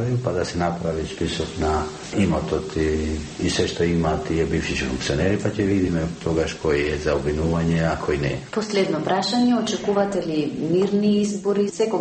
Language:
Macedonian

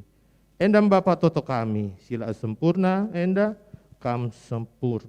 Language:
Batak Karo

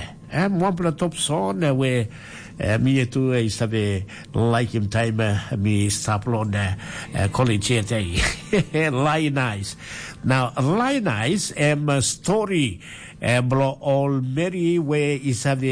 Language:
Tok Pisin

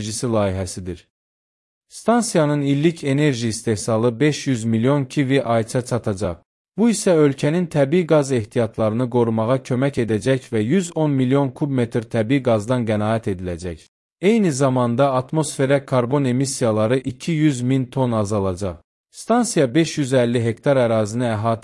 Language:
Azerbaijani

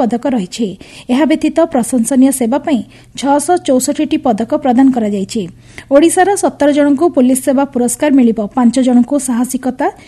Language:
Odia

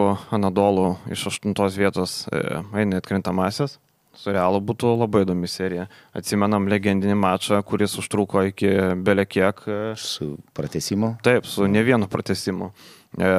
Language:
Lithuanian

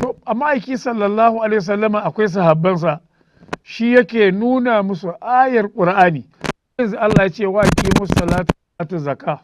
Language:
Hausa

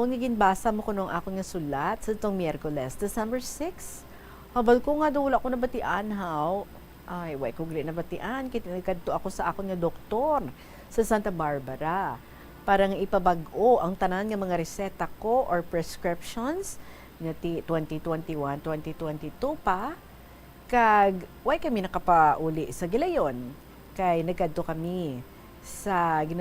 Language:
Hiligaynon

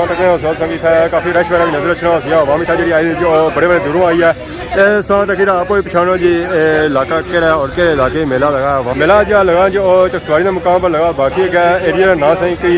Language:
Pahari-Potwari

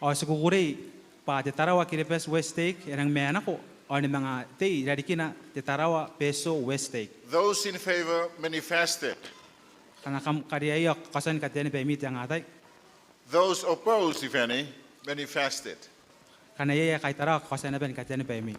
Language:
Gilbertese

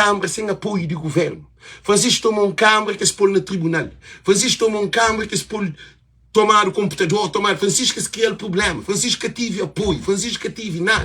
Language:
Kabuverdianu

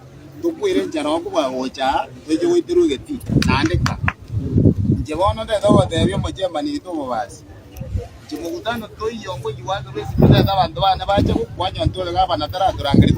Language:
Gusii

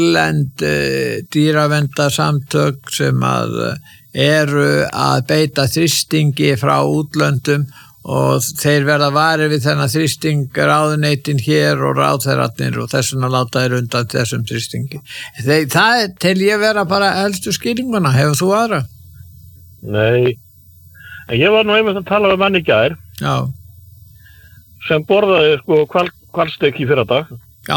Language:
Icelandic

